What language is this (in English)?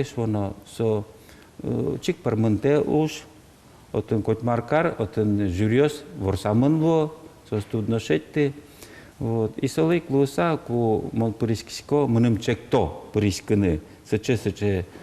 Udmurt